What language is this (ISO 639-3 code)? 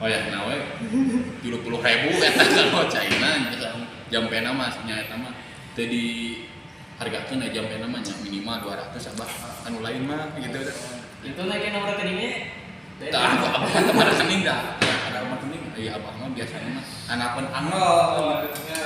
sun